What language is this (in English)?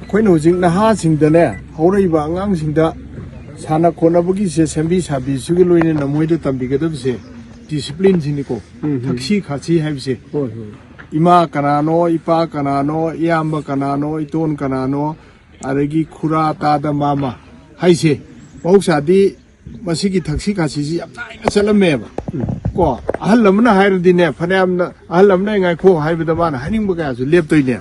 Manipuri